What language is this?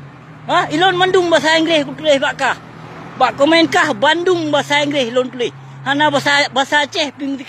Achinese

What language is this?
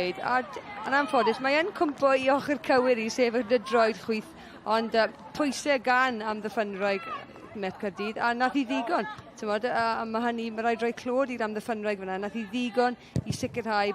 Welsh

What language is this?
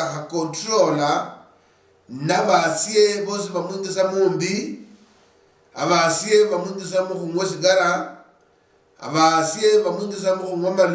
Luyia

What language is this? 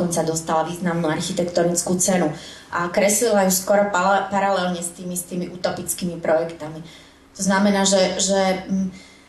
Slovak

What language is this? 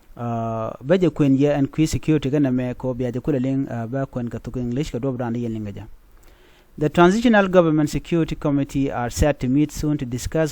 Nuer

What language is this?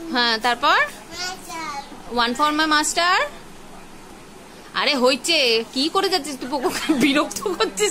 Bangla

